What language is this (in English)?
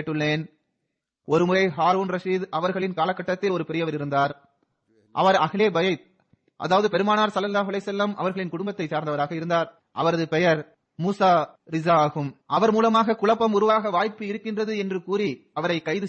Tamil